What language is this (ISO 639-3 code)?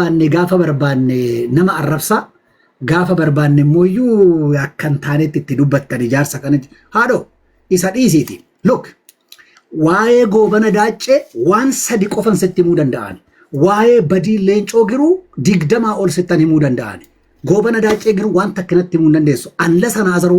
orm